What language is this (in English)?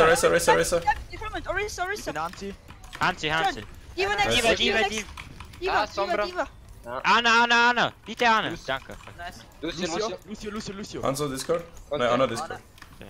Swiss German